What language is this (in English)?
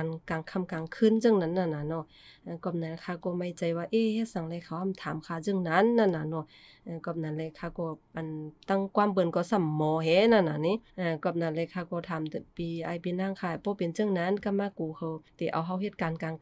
Shan